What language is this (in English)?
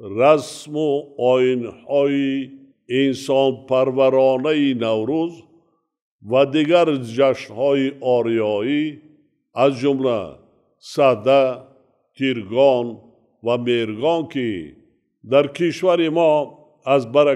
Tajik